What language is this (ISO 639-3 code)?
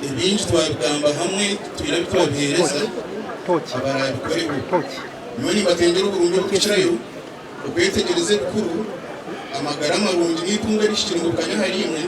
nyn